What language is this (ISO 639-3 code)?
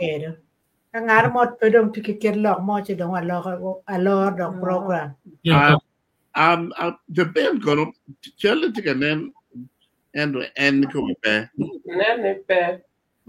ach